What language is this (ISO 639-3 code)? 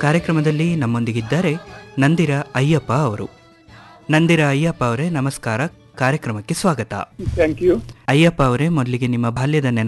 kan